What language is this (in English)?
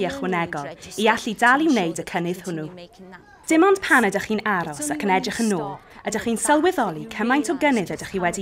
Welsh